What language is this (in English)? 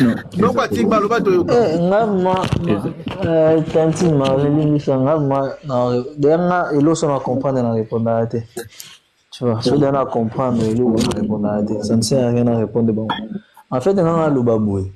Lingala